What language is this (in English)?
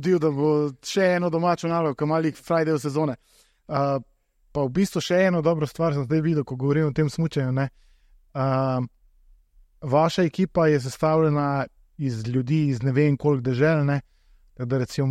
Slovenian